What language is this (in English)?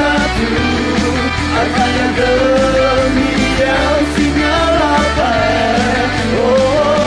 Akha